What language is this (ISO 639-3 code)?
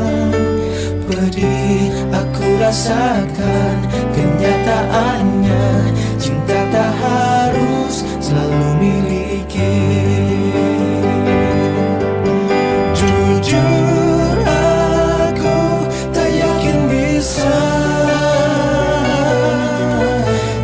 ind